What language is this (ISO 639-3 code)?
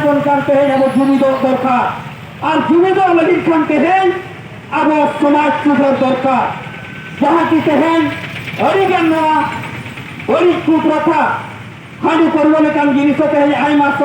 sat